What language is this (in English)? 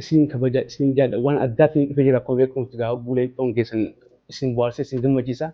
Oromo